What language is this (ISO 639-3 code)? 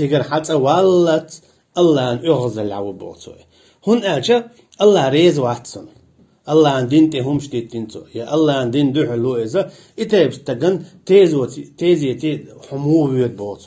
che